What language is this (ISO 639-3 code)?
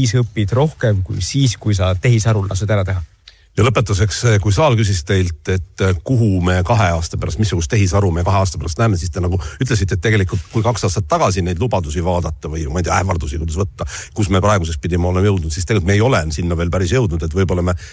est